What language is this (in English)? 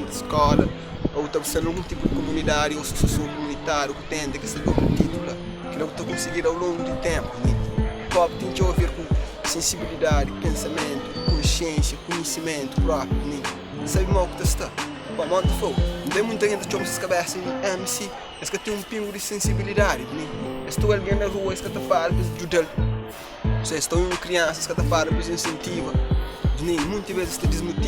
Kabuverdianu